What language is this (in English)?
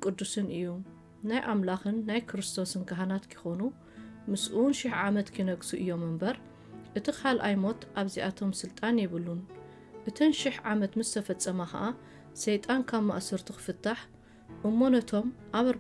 Tigrinya